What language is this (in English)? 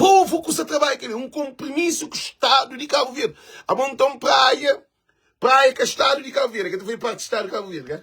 Kabuverdianu